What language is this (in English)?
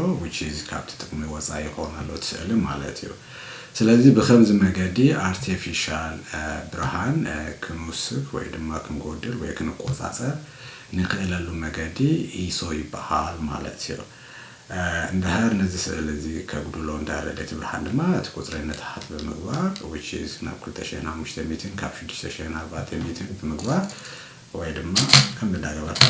Tigrinya